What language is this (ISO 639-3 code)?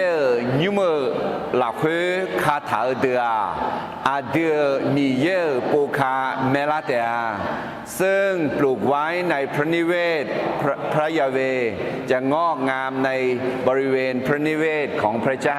ahk